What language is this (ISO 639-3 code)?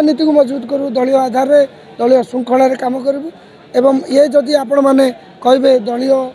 ori